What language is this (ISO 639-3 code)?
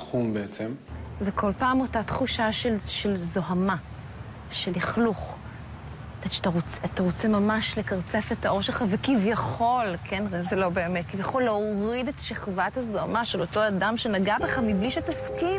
heb